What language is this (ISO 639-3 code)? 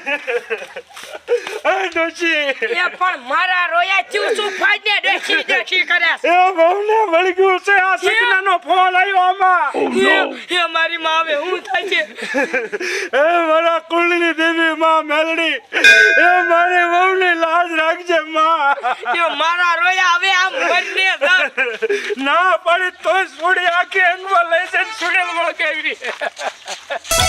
guj